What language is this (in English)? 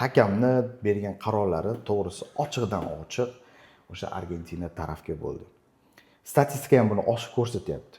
Uzbek